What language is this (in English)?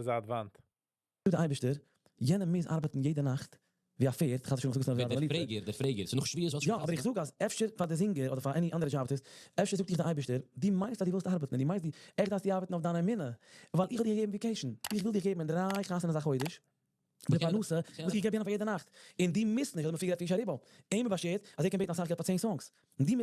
Yiddish